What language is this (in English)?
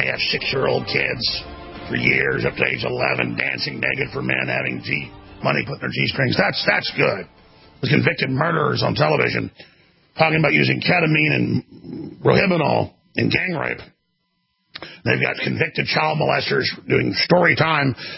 English